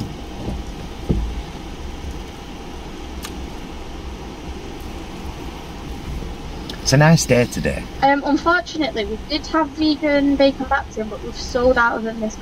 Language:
English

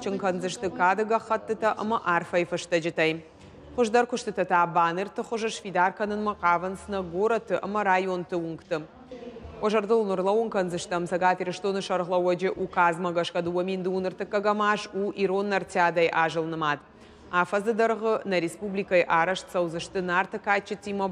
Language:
Ossetic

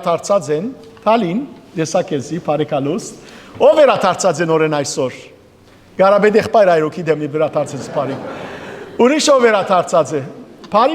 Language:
Western Armenian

